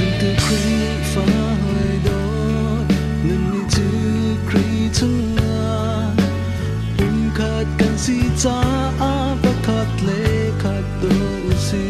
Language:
Hakha Chin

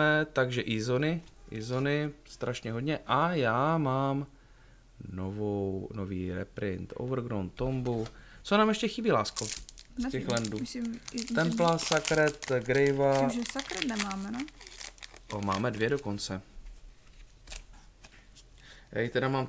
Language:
Czech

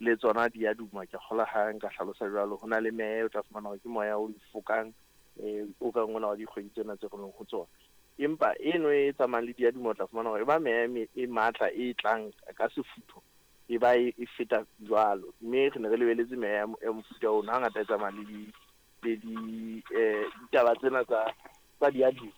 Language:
Southern Sotho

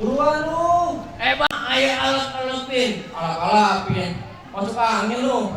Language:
Betawi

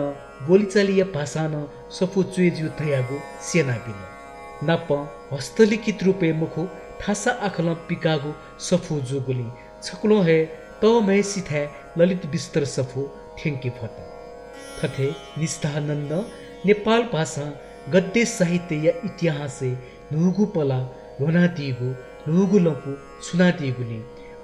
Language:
Newari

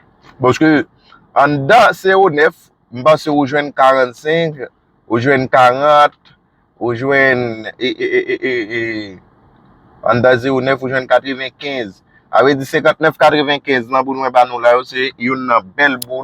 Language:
Haitian Creole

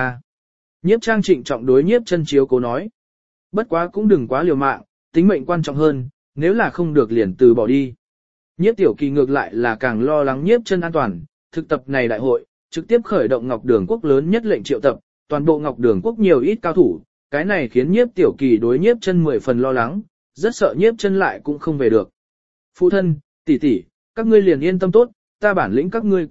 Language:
Vietnamese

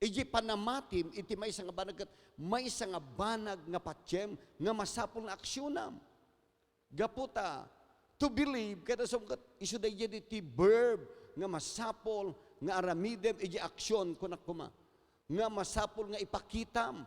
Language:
Iloko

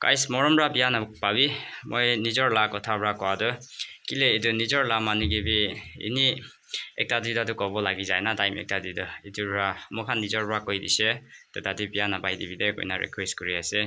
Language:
Naga Pidgin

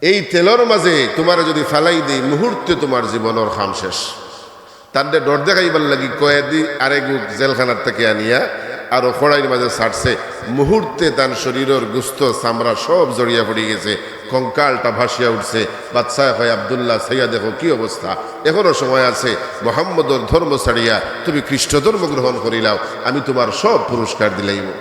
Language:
Sylheti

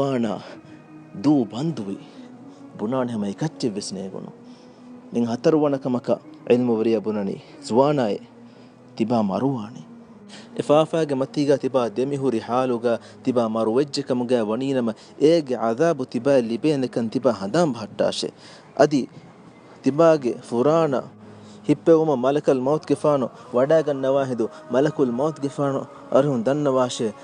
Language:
Divehi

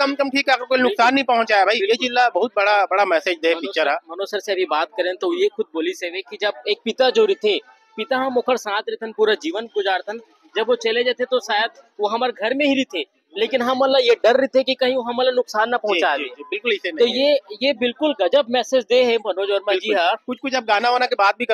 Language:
Chhattisgarhi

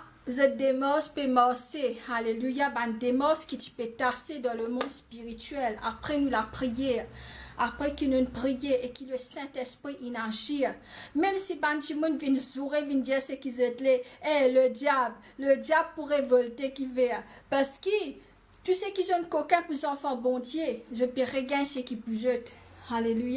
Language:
Morisyen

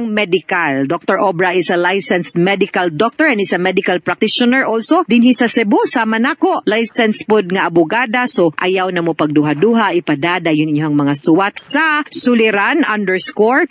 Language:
Cebuano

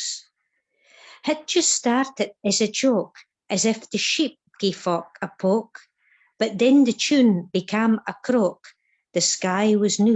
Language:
Scots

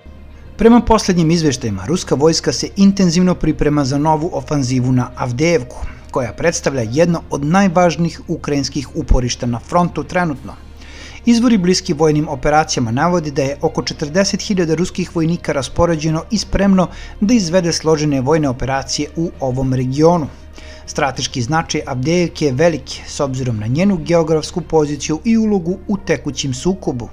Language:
Serbian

